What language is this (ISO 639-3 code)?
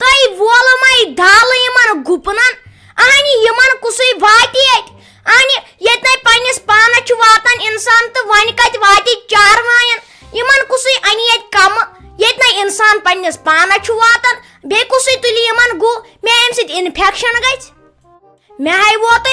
kas